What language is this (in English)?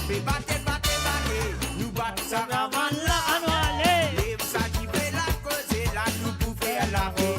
Morisyen